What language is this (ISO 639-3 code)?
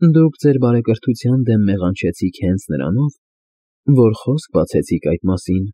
hye